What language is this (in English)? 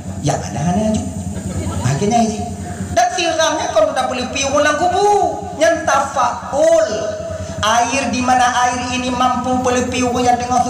Achinese